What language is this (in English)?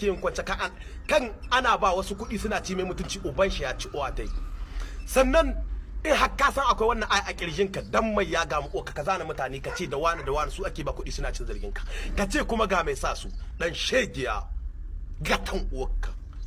Hausa